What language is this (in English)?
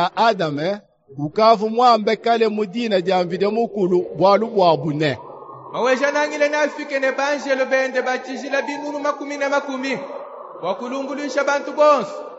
Luba-Lulua